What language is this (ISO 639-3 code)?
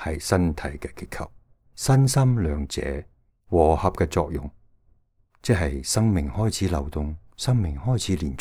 yue